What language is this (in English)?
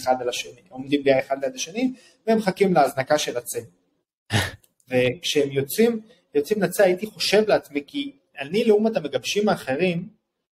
Hebrew